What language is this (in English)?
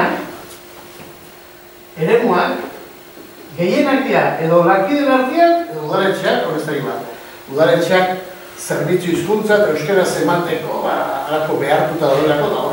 Basque